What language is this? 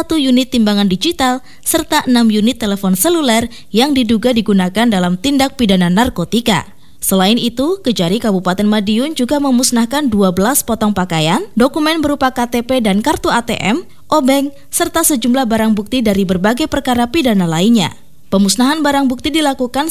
Indonesian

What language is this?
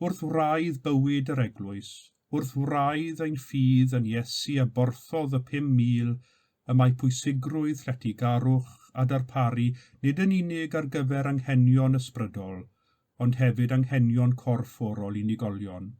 Welsh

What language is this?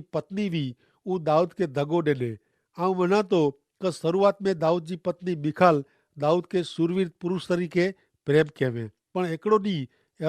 Kachhi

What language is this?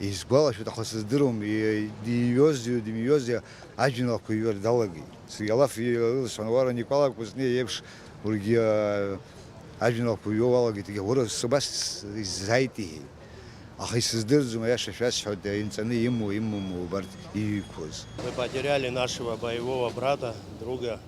Abkhazian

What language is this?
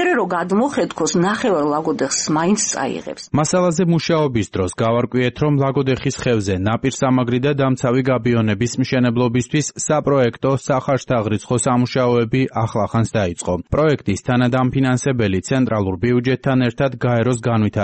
Georgian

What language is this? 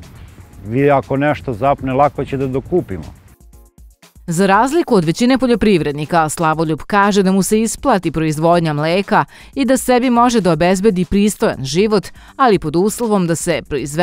Serbian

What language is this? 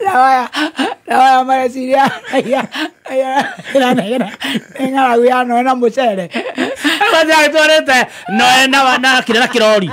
Kikuyu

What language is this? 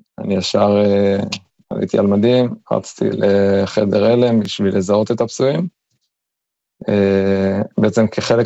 Hebrew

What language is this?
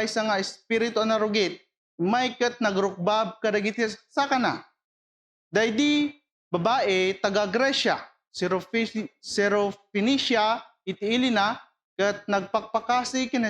Iloko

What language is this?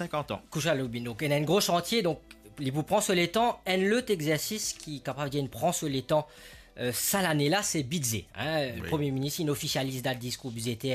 Morisyen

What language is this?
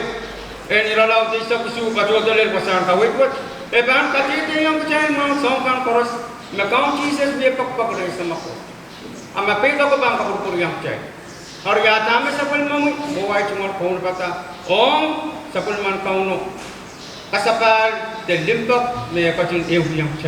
Pohnpeian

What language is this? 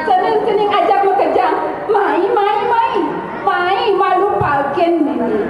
Balinese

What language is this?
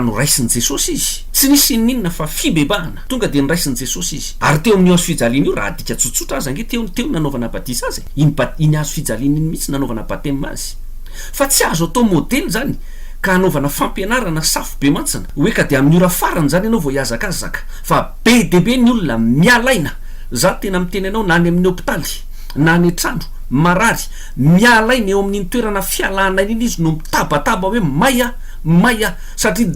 Malagasy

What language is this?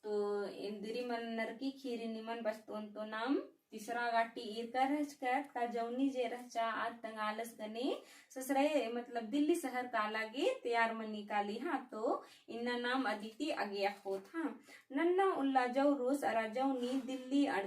Kurukh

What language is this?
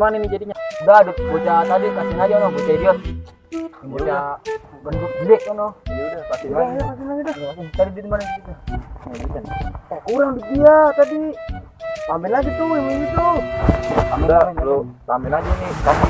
Betawi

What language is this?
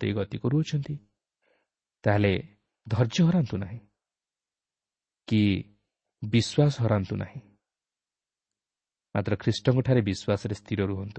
Odia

